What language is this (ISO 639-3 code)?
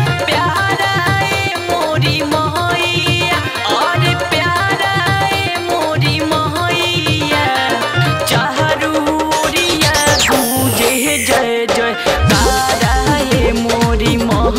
bho